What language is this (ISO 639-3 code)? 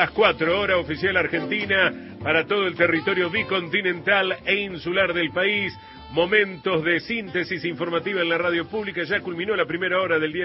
spa